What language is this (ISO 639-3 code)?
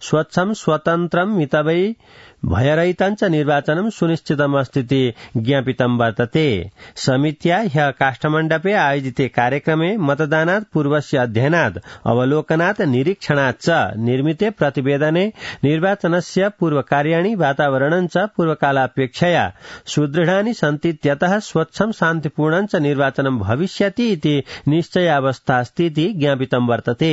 san